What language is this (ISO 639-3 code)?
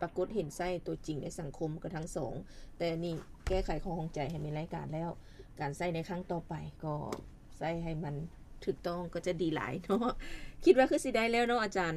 lao